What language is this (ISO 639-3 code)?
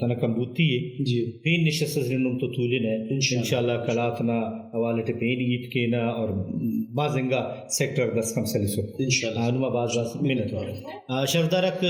brh